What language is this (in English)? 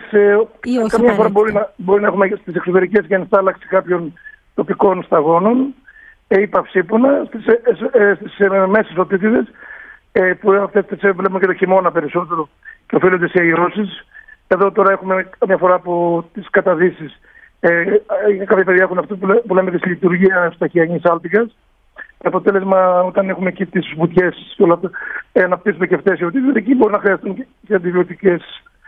Greek